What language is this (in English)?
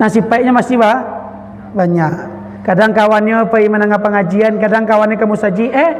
Minangkabau